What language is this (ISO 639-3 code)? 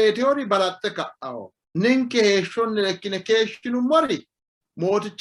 sid